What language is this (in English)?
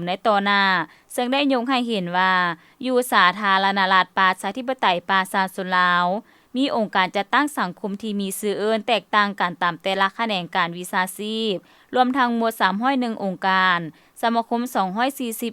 Lao